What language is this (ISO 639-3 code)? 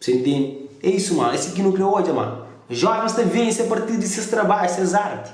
kea